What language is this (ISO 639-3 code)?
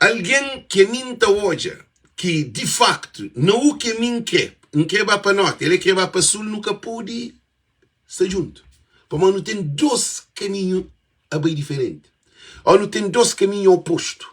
kea